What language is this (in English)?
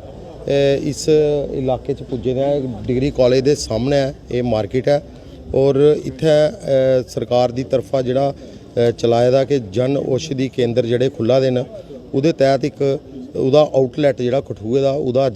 Dogri